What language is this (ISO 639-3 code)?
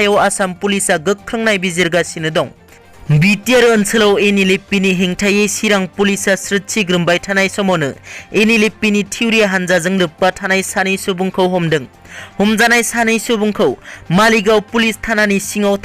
brx